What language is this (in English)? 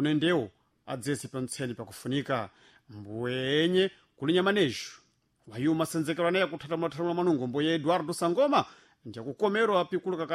Sena